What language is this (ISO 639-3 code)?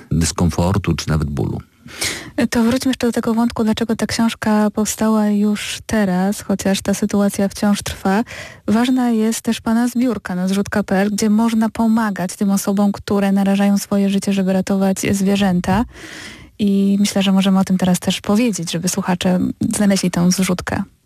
pol